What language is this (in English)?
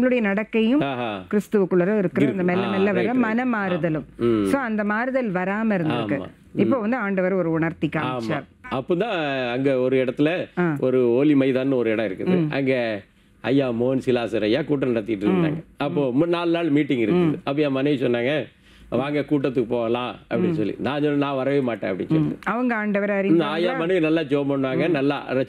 Tamil